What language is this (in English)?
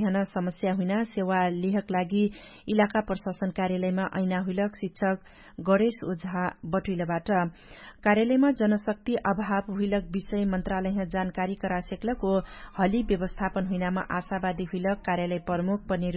Dangaura Tharu